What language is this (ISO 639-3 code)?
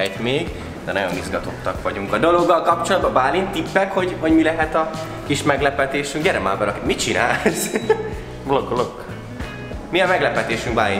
hun